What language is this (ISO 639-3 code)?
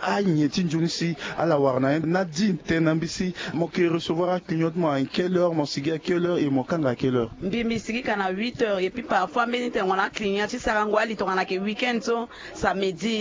sag